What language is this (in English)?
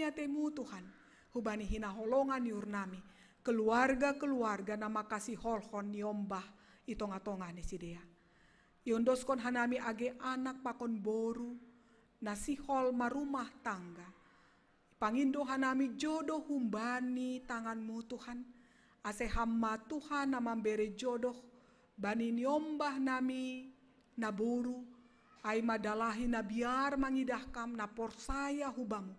Batak Simalungun